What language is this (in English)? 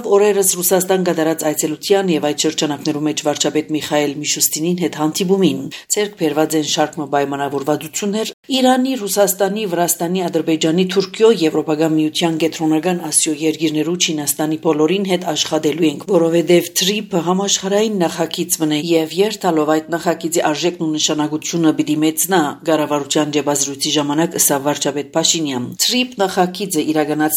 Armenian